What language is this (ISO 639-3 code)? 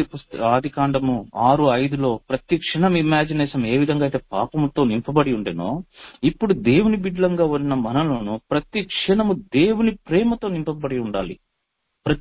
tel